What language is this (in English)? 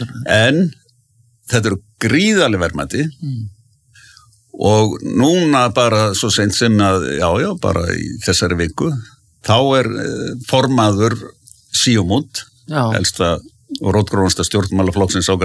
Icelandic